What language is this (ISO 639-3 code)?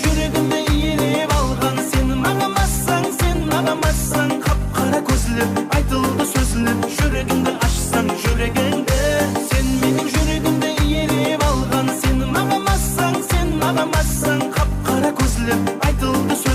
kaa